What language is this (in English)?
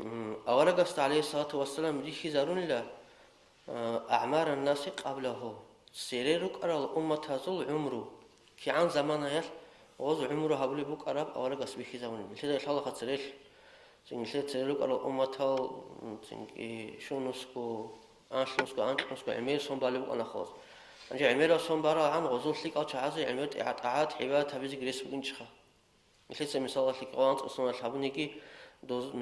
Avaric